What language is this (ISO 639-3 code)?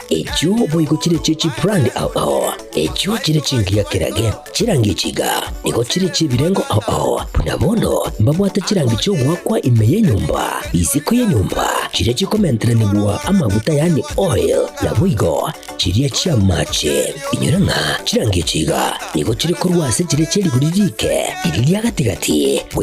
guz